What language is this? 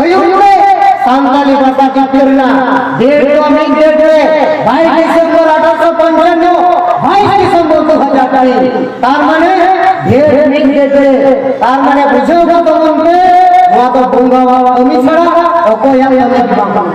Santali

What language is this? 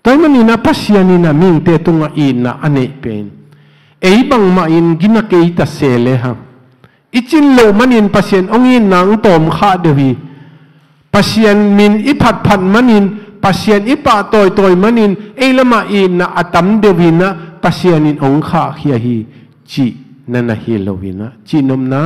Tedim Chin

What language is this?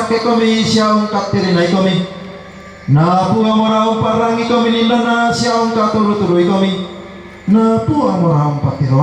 Toraja-Sa'dan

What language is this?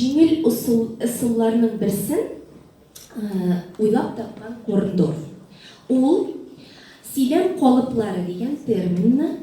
Tatar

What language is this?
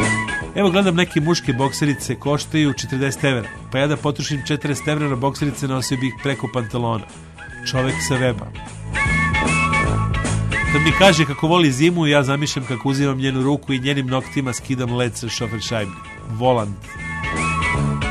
Serbian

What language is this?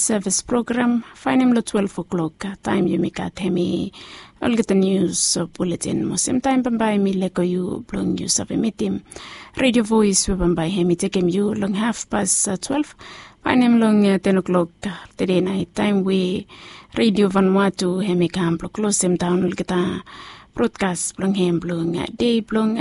Bislama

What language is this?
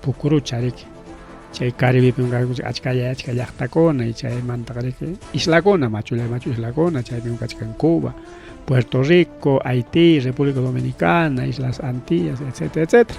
Ayacucho Quechua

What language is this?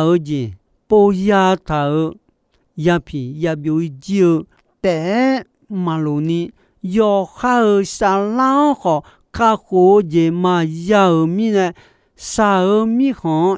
Akha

